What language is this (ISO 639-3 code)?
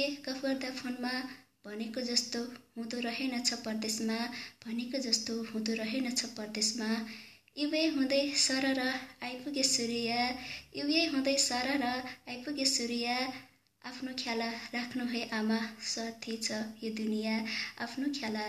nep